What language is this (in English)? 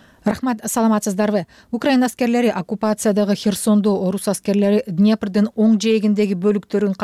Kyrgyz